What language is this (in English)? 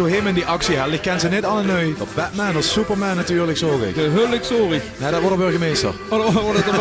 Limburgish